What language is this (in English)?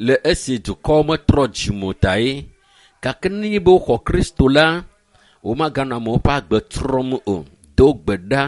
Ewe